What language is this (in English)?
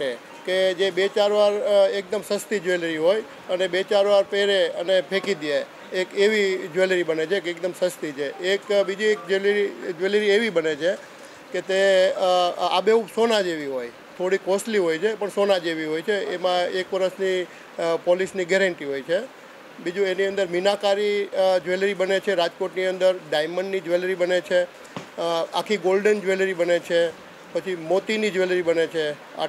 Gujarati